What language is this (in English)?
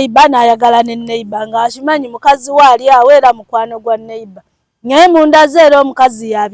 Ganda